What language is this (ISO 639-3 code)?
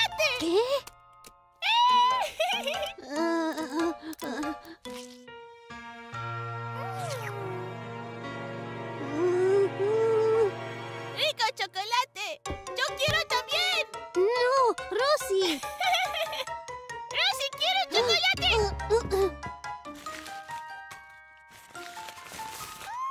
spa